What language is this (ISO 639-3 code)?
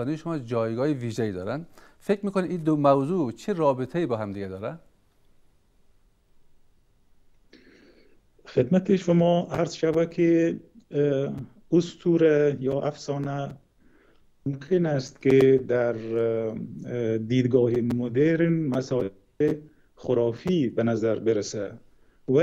fas